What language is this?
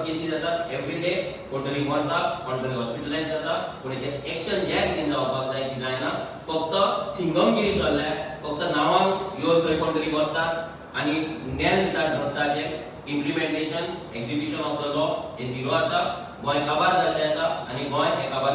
Konkani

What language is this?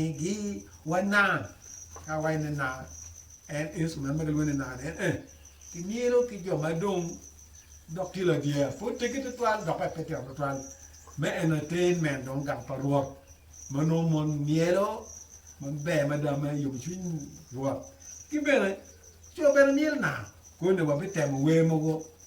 Acoli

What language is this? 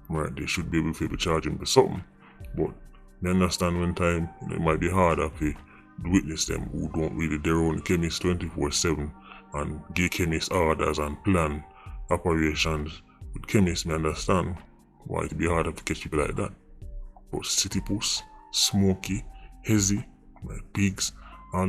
Jamaican Creole English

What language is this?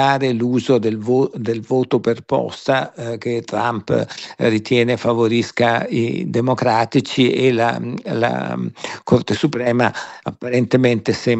Italian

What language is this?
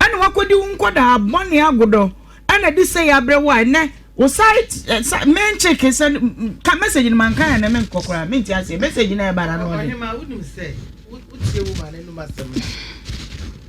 Akan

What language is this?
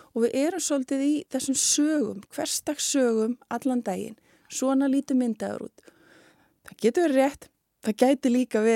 Icelandic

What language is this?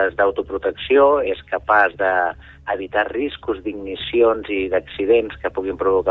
Catalan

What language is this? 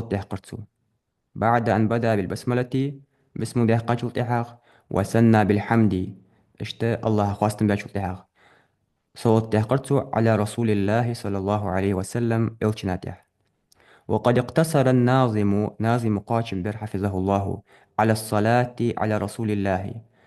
Ingush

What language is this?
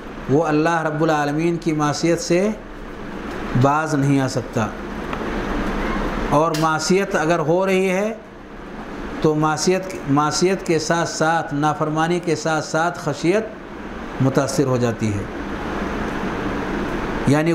Urdu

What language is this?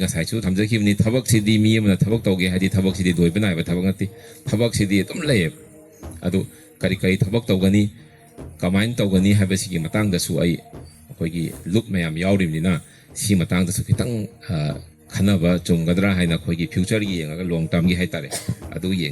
Manipuri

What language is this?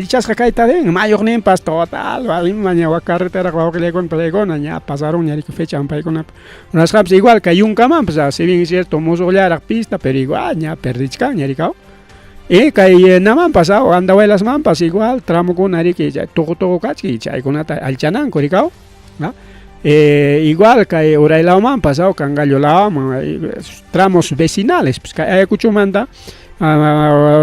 Ayacucho Quechua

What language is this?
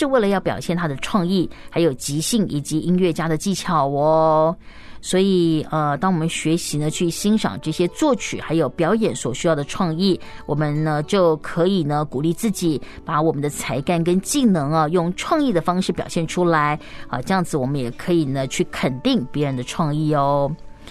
Chinese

